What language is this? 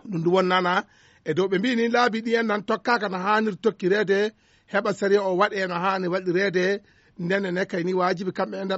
Fula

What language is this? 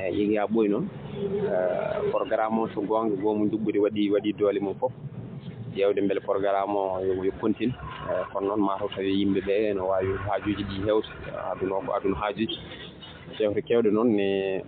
Fula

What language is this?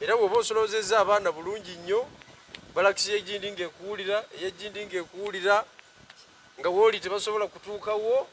Ganda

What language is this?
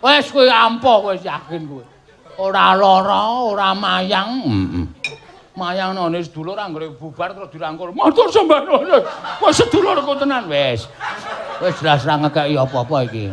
Javanese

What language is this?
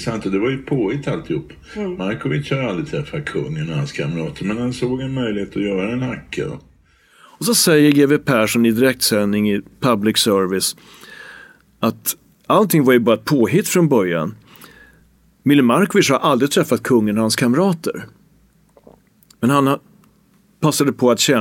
Swedish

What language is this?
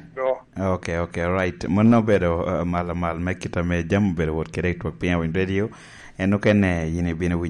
Lango (Uganda)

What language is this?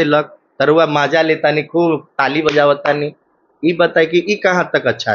Bhojpuri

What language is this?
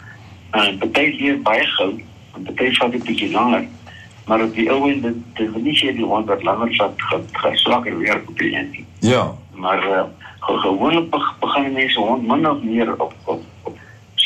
Afrikaans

